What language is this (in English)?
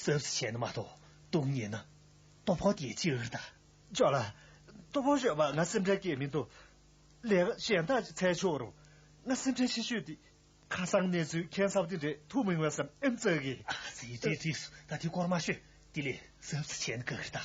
Tibetan